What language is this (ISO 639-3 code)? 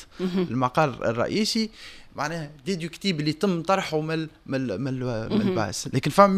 aeb